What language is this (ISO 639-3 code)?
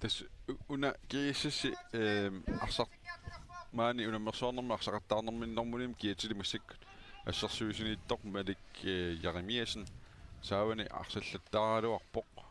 kal